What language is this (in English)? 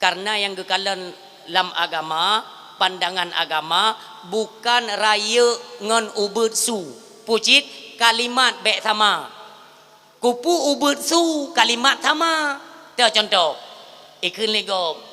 Achinese